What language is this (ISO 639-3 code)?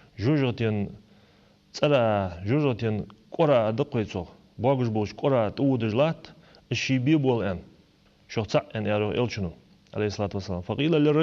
inh